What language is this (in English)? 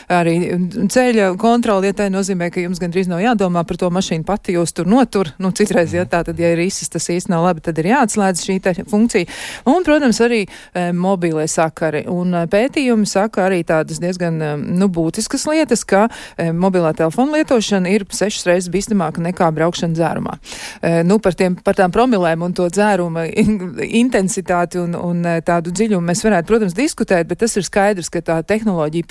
Latvian